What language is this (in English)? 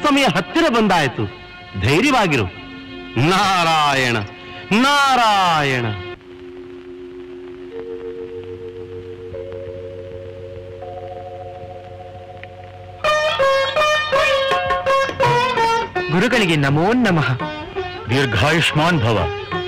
Kannada